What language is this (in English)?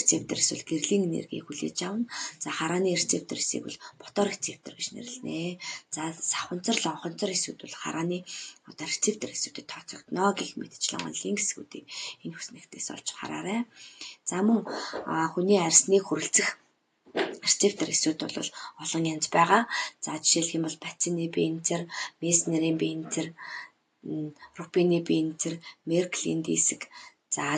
Mongolian